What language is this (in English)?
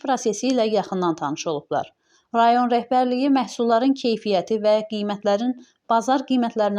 Azerbaijani